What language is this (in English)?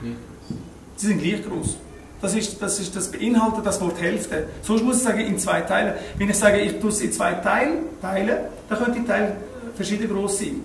Swiss German